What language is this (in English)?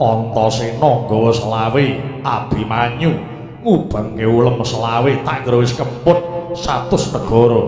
Javanese